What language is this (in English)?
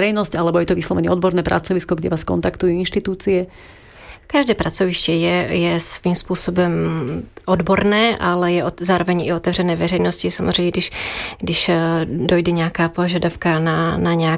Slovak